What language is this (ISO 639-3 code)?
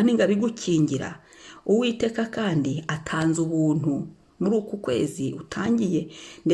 kin